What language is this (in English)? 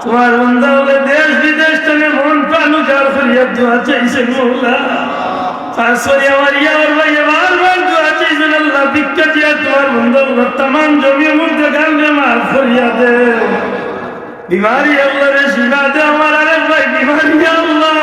Sylheti